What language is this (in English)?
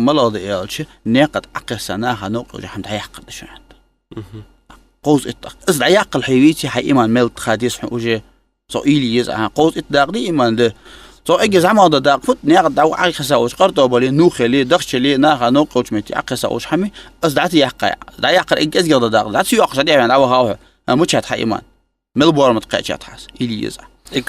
Ingush